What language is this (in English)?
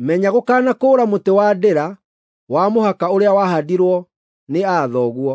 Kikuyu